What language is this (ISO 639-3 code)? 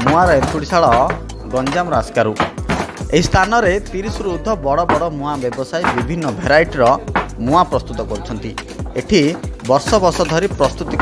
ori